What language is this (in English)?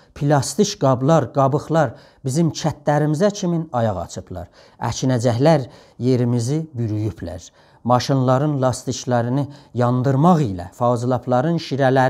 South Azerbaijani